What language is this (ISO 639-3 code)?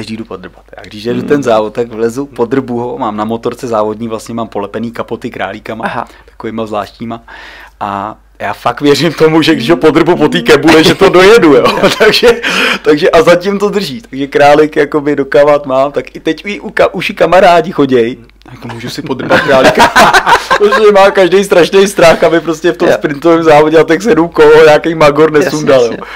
ces